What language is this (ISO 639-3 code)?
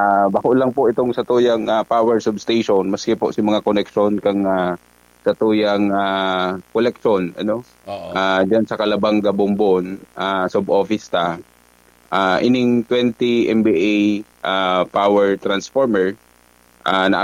bik